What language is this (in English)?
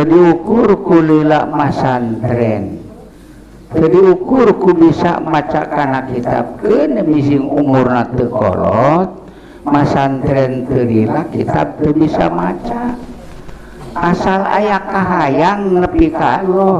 Sundanese